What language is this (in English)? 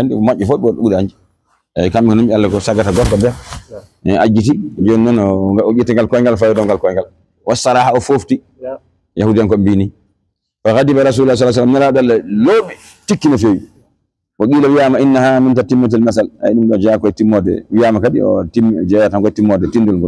Fula